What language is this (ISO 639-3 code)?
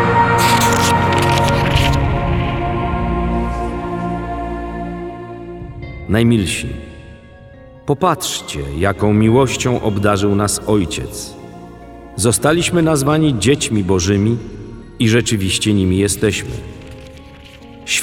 pol